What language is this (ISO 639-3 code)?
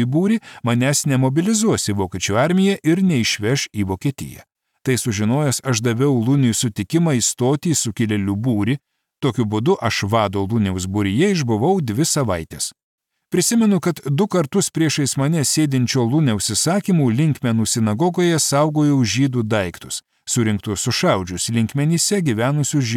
lit